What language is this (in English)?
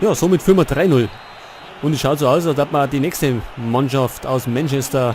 Bavarian